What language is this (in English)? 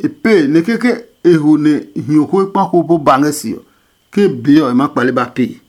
Adangme